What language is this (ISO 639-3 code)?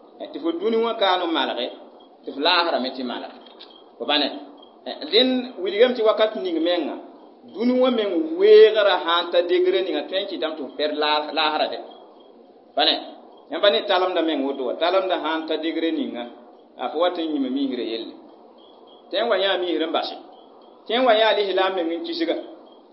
mos